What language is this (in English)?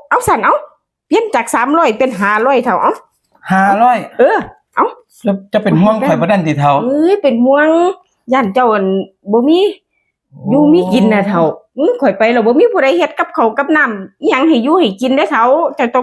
Northeastern Thai